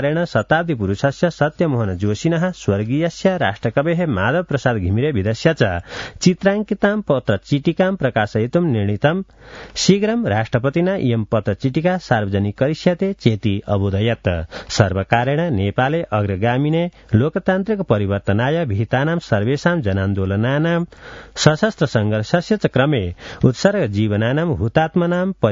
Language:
Sanskrit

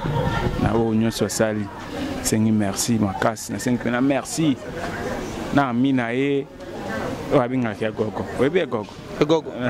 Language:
Lingala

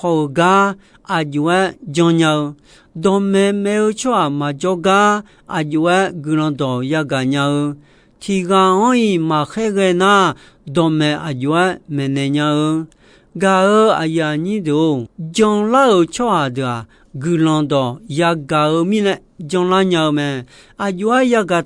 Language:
Akha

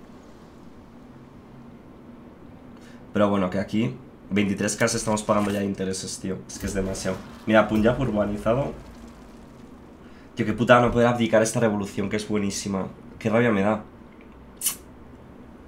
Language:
Spanish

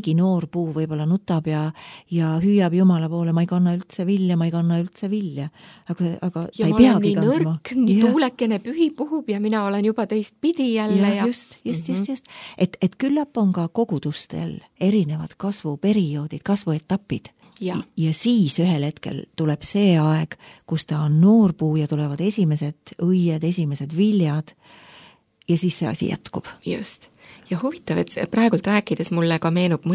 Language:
Estonian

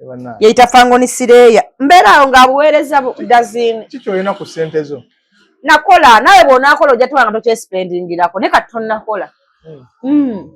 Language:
Ganda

